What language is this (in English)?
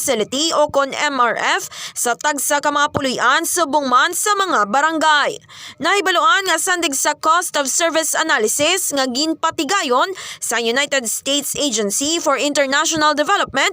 Hiligaynon